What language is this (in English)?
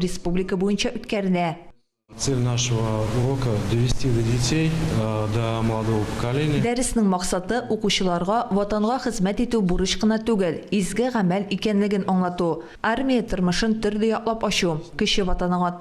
Tatar